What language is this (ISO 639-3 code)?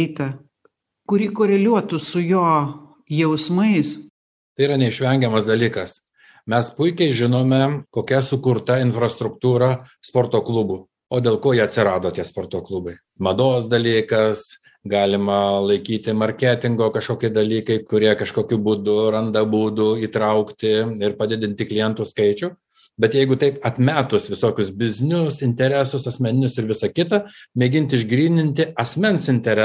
lit